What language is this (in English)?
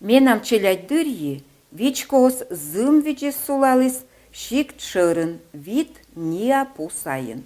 Komi